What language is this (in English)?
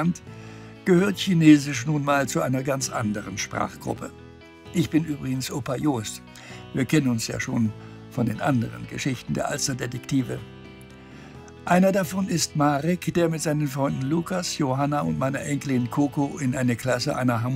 German